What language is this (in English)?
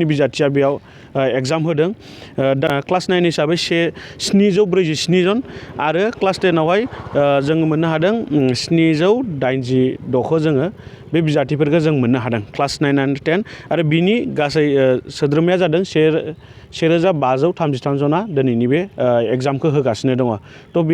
Bodo